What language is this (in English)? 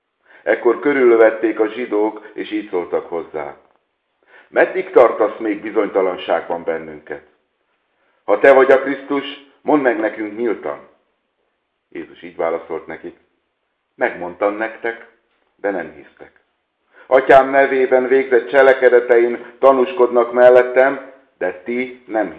Hungarian